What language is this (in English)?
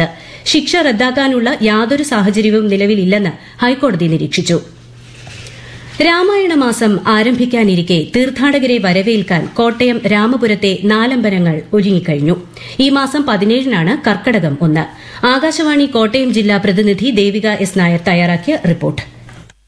Malayalam